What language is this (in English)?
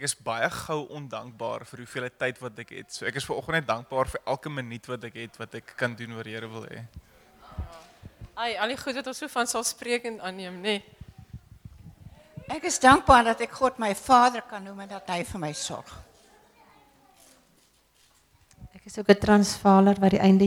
Afrikaans